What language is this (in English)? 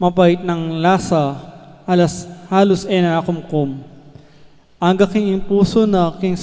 Pampanga